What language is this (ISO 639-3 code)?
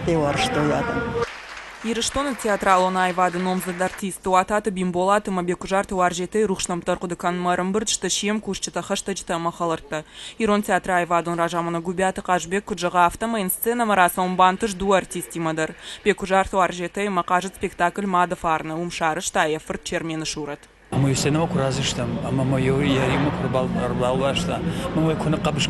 oss